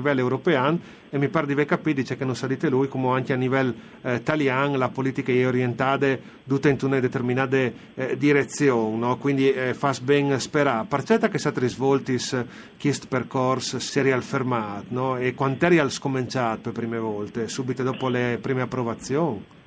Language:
Friulian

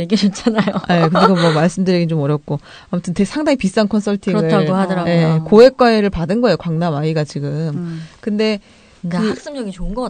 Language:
Korean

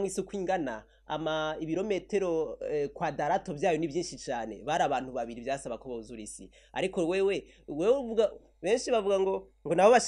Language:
Rundi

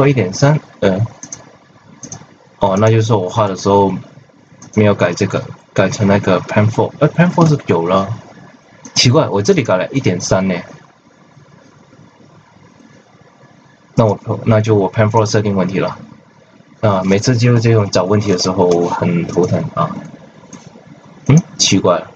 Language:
Chinese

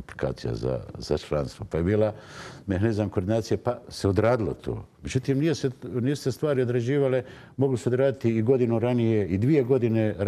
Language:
Bosnian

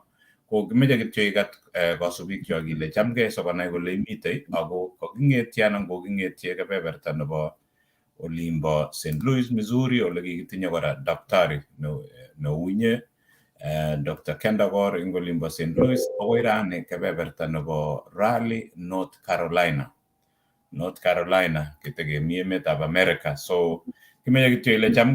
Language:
Kalenjin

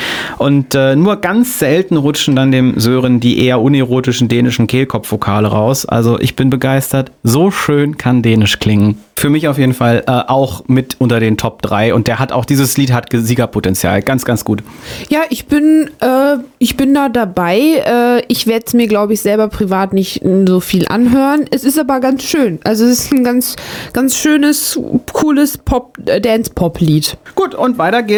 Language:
German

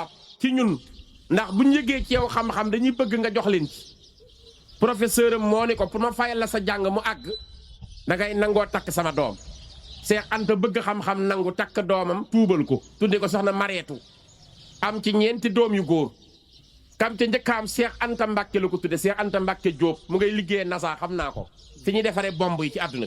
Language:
Wolof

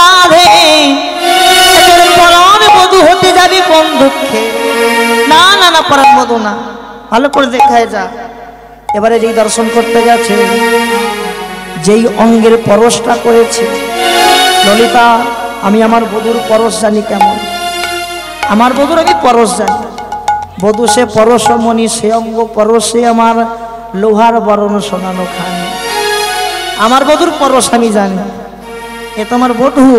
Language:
Bangla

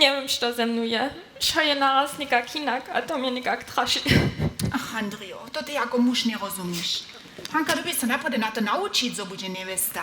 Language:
Upper Sorbian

